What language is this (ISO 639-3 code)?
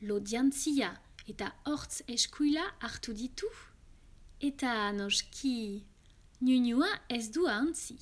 eus